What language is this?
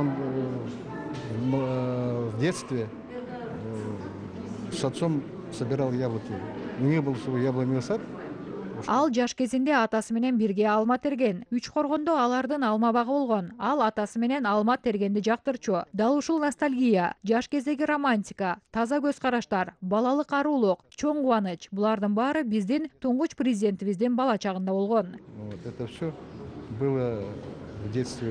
Kyrgyz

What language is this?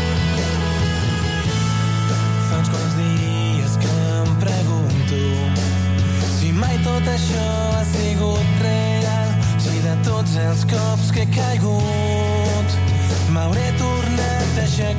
Catalan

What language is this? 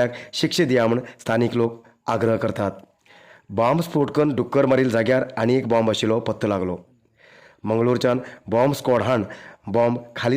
Konkani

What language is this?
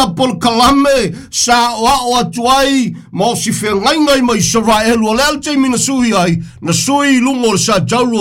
Samoan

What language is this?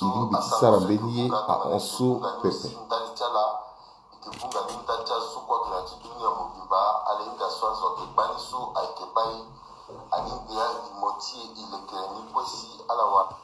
Sango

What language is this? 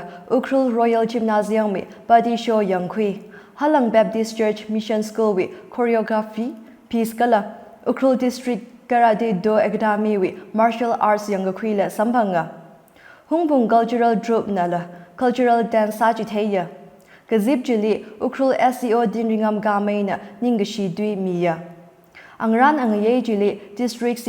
Tangkhul Naga (India)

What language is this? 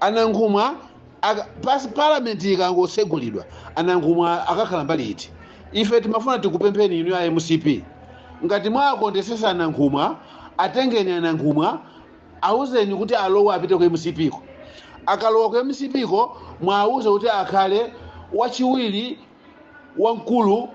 Nyanja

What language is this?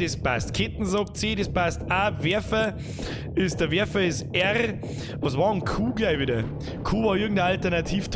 Bavarian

